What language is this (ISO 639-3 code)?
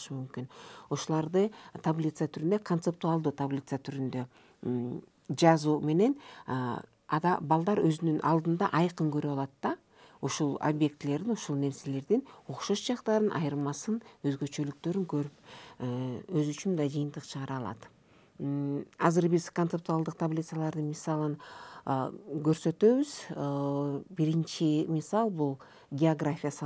kir